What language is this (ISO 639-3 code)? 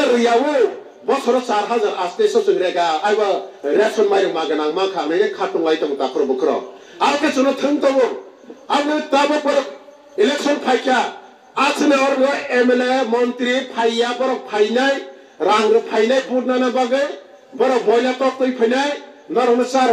trp